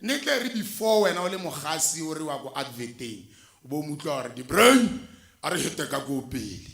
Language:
Tswana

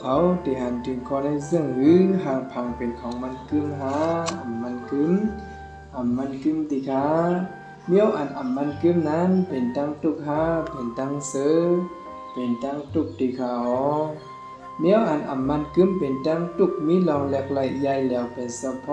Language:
Shan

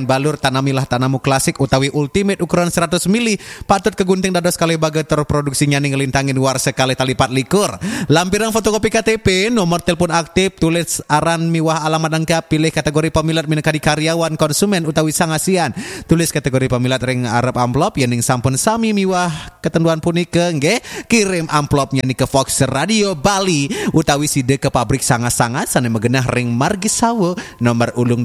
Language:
Balinese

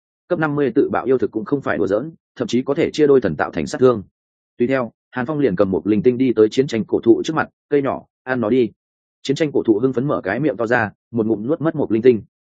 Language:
Vietnamese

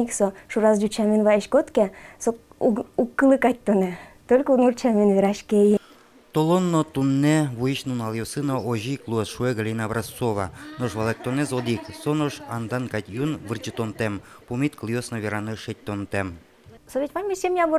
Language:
Udmurt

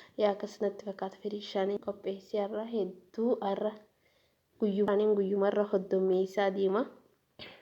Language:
Oromo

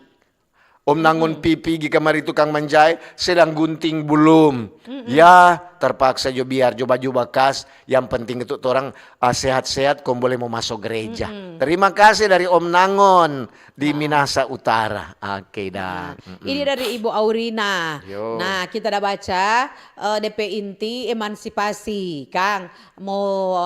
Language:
Manado Malay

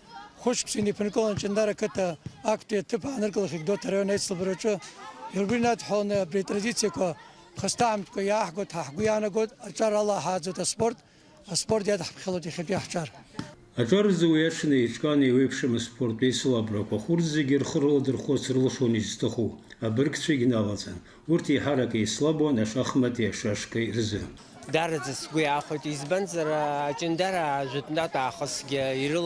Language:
Abkhazian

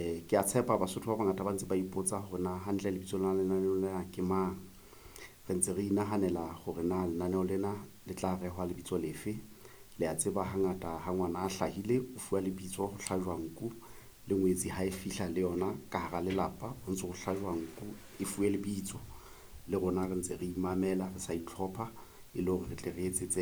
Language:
Southern Sotho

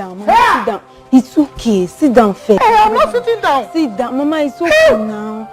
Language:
Nigerian Pidgin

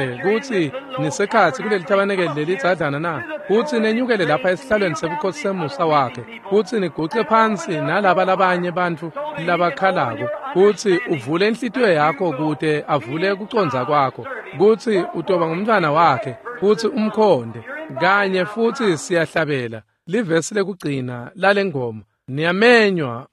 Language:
Swati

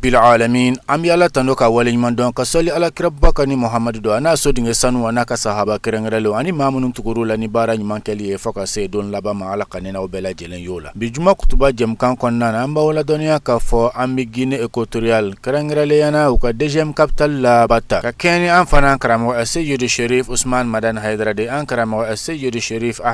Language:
Bambara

